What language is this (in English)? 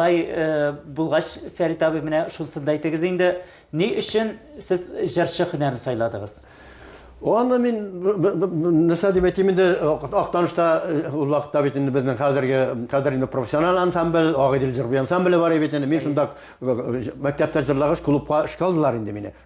Tatar